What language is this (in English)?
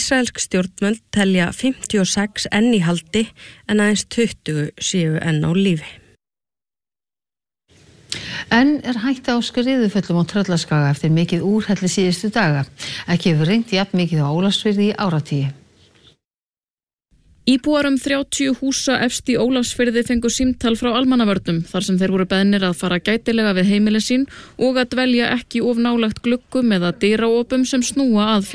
Icelandic